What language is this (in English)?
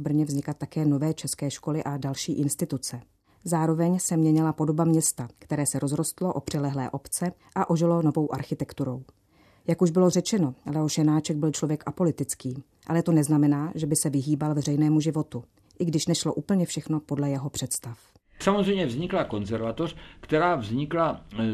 Czech